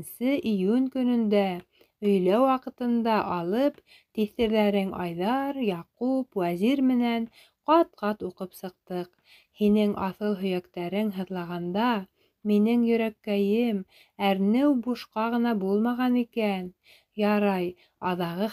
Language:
Bashkir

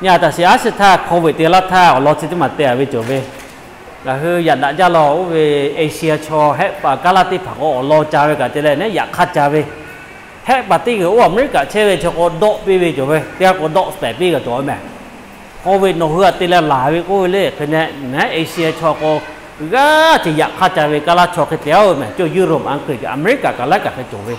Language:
Lahu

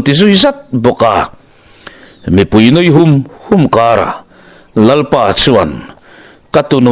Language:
Mizo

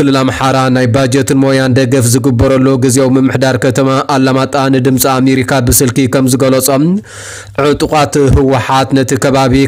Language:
Tigrinya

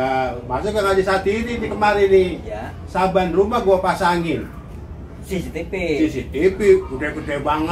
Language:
Betawi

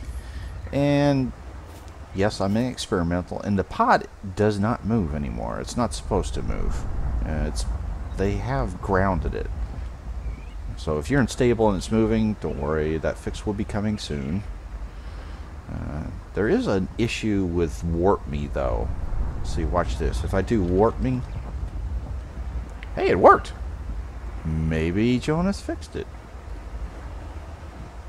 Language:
English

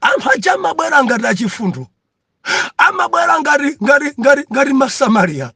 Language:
Nyanja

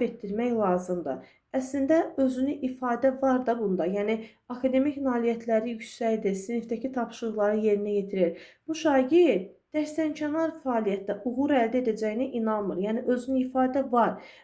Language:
Azerbaijani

